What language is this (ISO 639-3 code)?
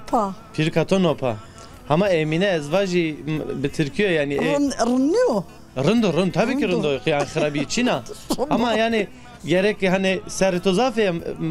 zza